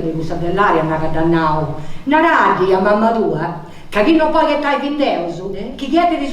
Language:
Sardinian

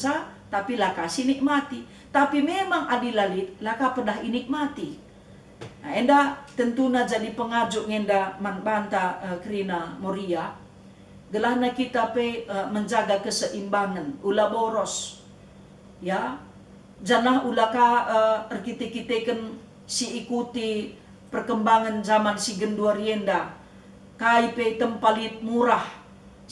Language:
Batak Karo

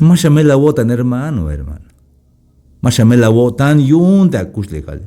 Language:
Tzeltal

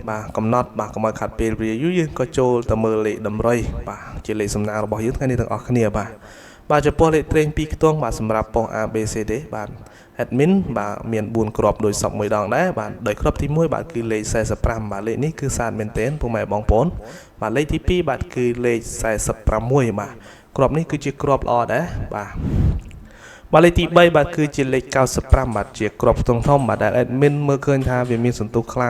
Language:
Khmer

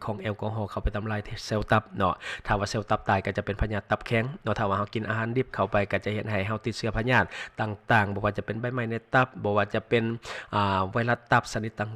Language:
Lao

